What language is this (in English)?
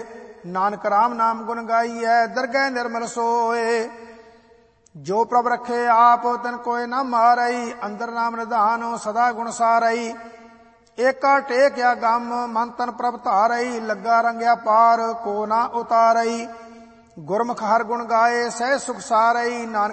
Punjabi